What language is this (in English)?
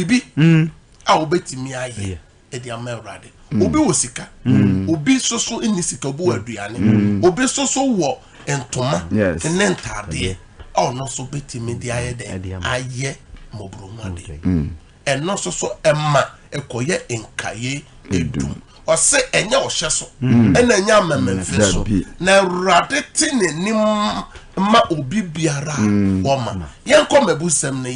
Akan